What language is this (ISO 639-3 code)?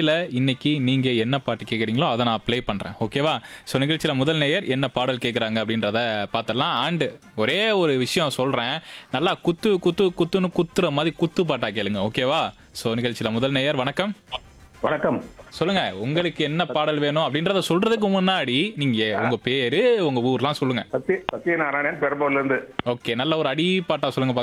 tam